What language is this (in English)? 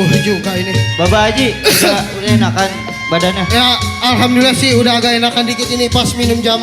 Betawi